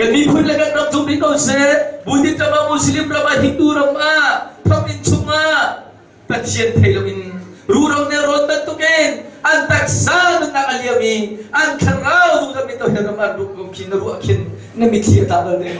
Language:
Hakha Chin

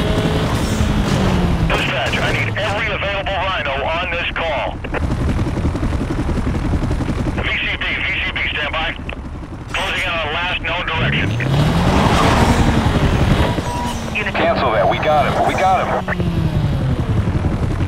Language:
English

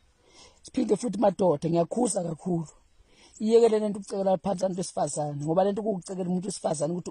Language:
Zulu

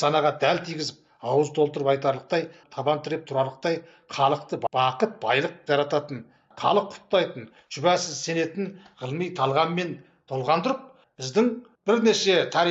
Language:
Kazakh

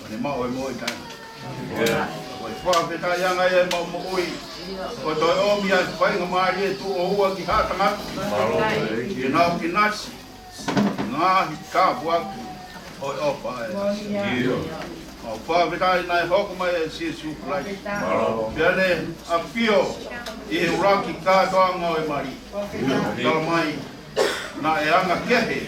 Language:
Tongan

